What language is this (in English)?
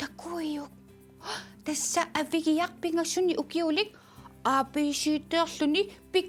Kalaallisut